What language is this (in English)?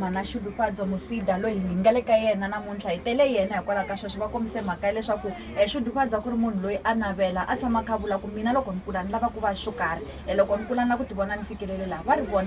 Tsonga